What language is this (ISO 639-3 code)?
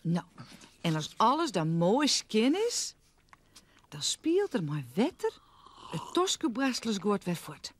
fry